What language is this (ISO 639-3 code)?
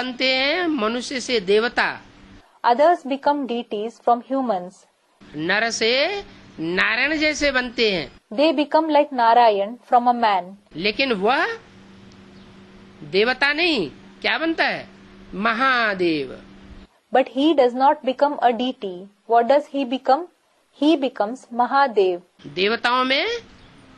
hin